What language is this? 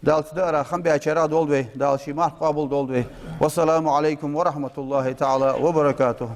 Ingush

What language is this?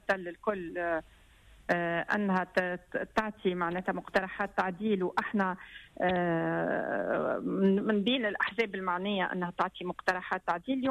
Tunisian Arabic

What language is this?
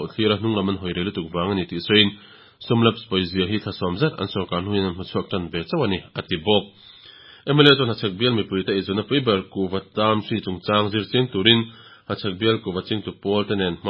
Mizo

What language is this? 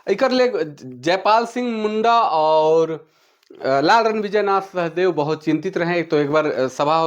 Sadri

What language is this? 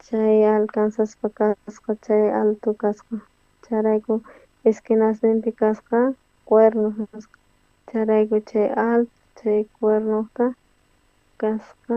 South Bolivian Quechua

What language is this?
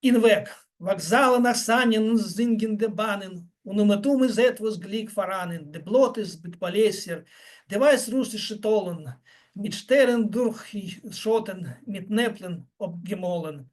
Belarusian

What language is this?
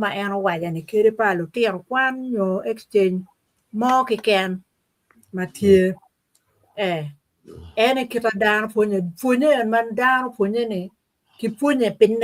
Acoli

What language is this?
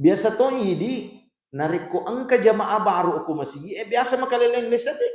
Buginese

